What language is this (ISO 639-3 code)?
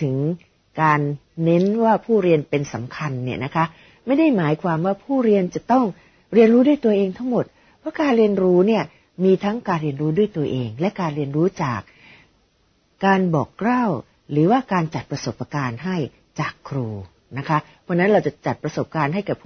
tha